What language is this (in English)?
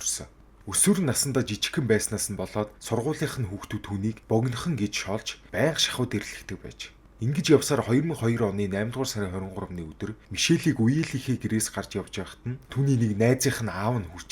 Mongolian